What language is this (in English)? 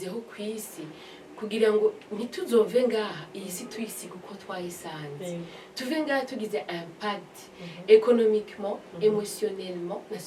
Rundi